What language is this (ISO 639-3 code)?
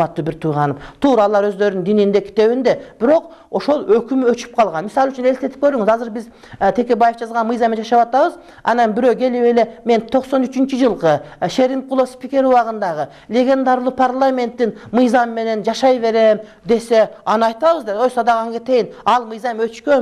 kir